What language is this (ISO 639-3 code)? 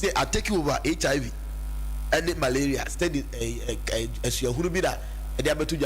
aka